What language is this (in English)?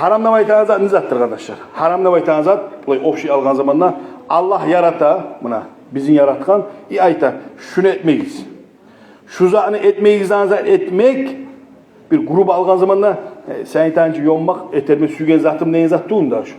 Kumyk